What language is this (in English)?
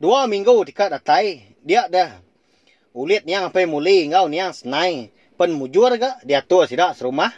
Iban